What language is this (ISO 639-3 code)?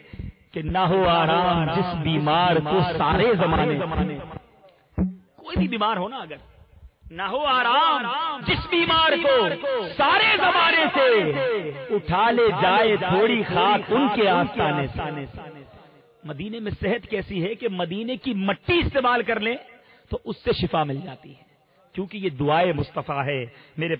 urd